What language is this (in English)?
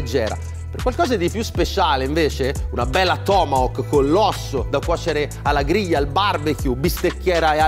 Italian